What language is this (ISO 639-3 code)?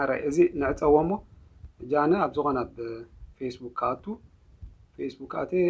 tir